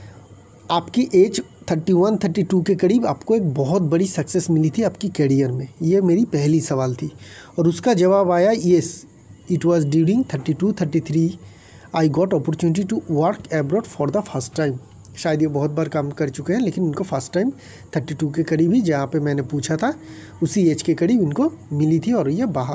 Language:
Hindi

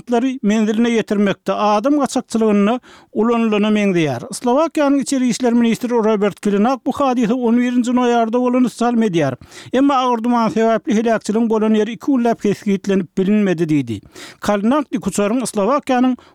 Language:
Turkmen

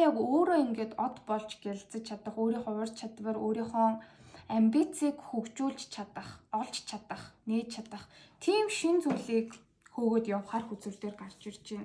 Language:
Mongolian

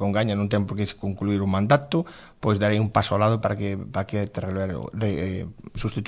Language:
Galician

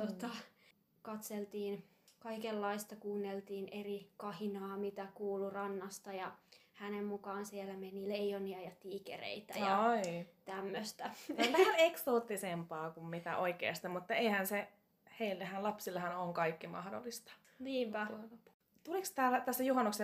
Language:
Finnish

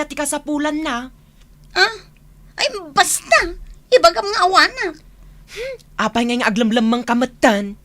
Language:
Iloko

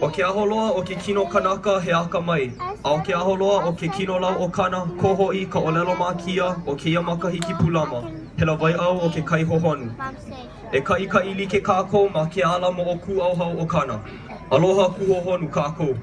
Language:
Hawaiian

